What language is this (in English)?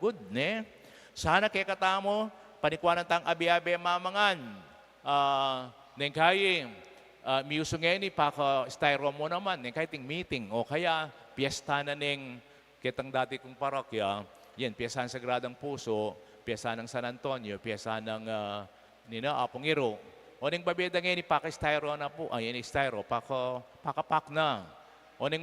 Pampanga